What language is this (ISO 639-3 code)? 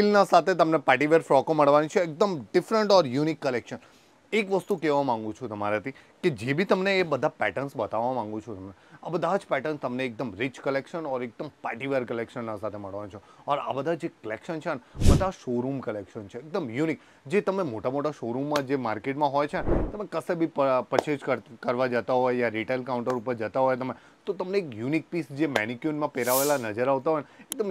guj